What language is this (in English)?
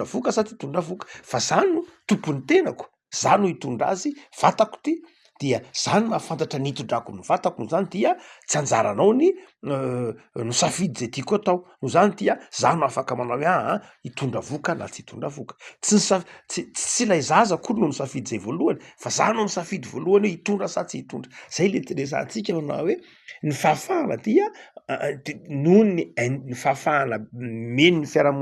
Malagasy